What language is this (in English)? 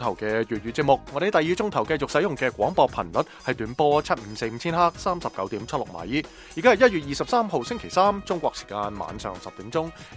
Cantonese